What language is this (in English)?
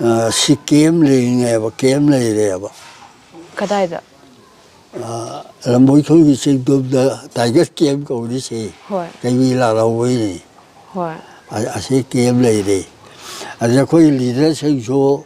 Manipuri